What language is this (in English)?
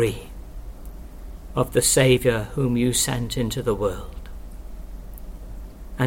English